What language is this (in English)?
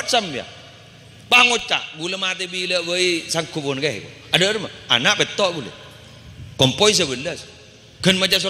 Madurese